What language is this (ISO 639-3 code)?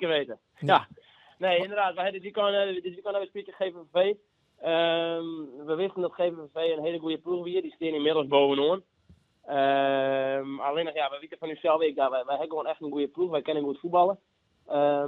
fry